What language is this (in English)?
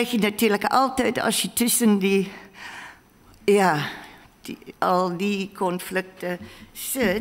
Dutch